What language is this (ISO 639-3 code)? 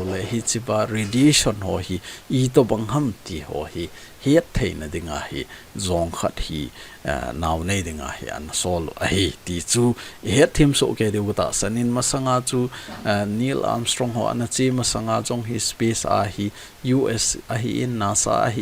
tcz